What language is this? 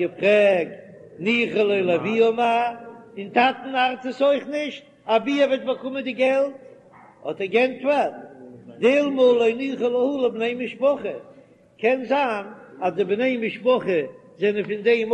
Yiddish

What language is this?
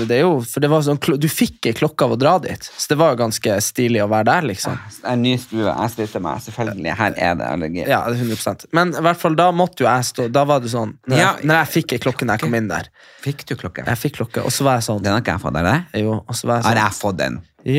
Norwegian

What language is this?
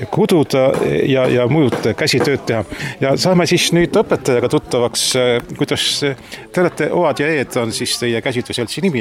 Estonian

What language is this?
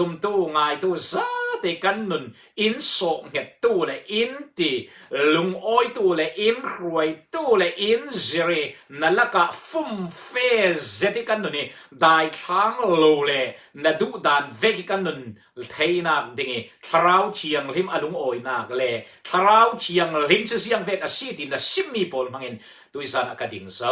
Falam Chin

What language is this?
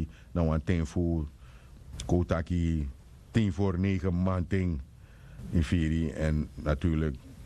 Sranan Tongo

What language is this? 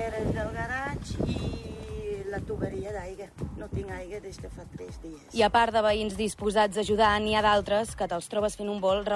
Catalan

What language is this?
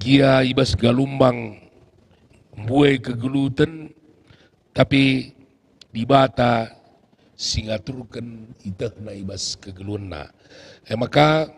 Batak Karo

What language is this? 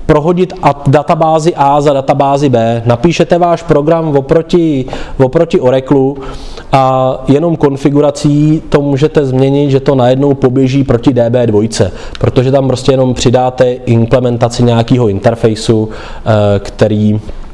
Czech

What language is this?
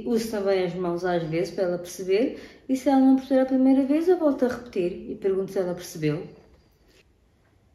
Portuguese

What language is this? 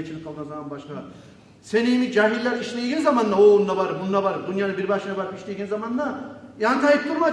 Kumyk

